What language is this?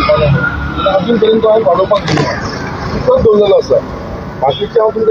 Konkani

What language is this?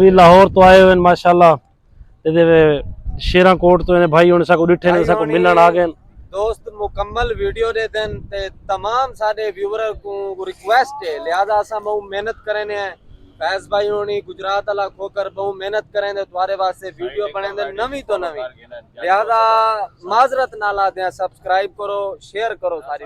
Saraiki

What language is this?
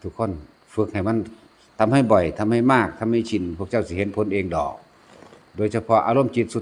Lao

